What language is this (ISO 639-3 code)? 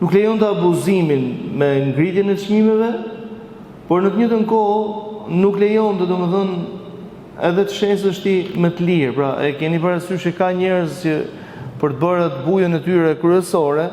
sqi